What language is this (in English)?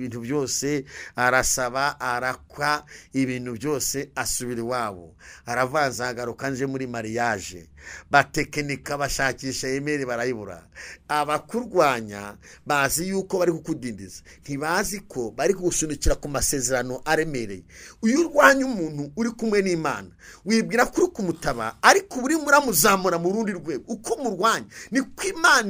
Kinyarwanda